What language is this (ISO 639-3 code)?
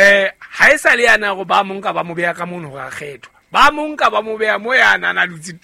sot